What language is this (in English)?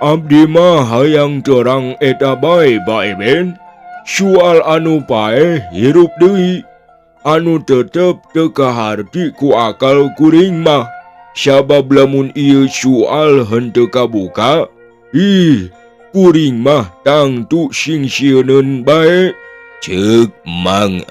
Sundanese